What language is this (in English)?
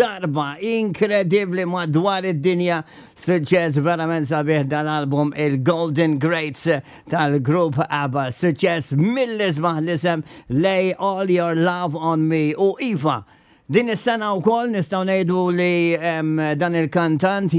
Maltese